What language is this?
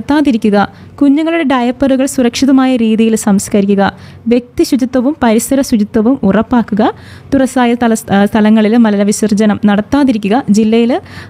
Malayalam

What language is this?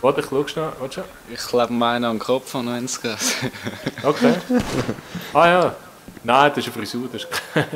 Swiss German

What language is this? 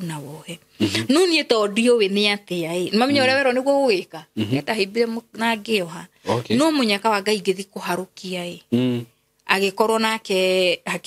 Kikuyu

